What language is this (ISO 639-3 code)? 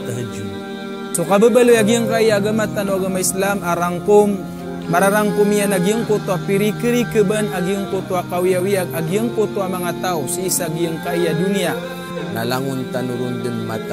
mrw